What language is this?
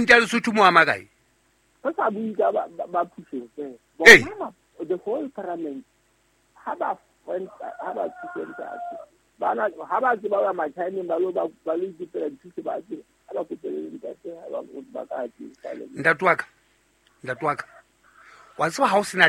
Southern Sotho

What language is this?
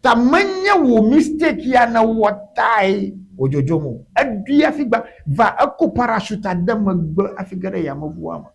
Ewe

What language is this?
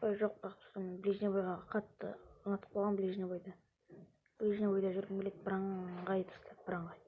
Kazakh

